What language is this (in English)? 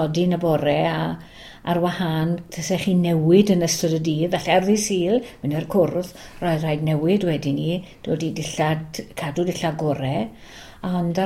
Welsh